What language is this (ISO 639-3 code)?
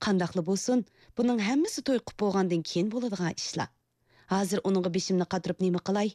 uig